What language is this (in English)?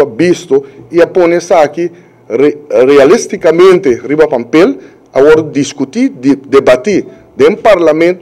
Papiamento